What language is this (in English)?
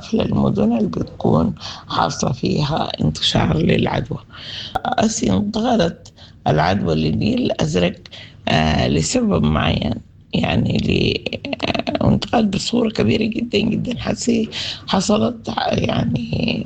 Sudanese Arabic